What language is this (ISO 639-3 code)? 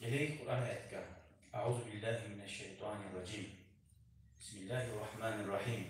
kum